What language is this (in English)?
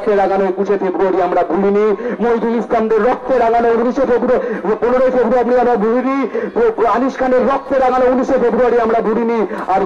Bangla